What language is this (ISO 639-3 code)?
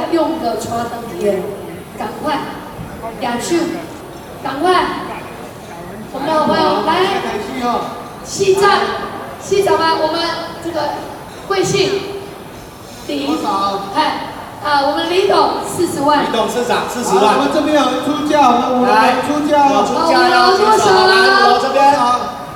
nan